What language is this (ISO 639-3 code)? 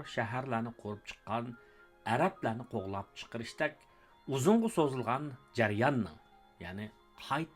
uig